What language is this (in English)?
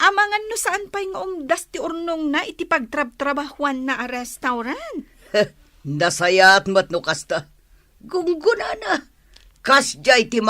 Iloko